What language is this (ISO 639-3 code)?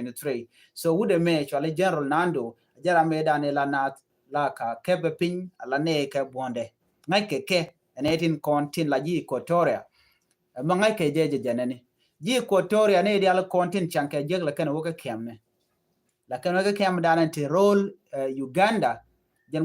nus